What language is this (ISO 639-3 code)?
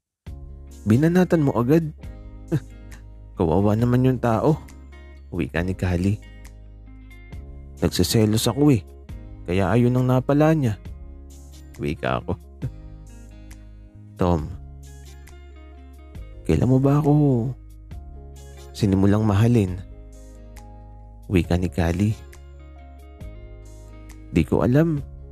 fil